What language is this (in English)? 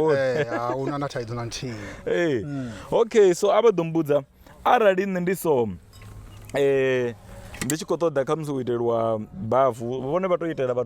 Venda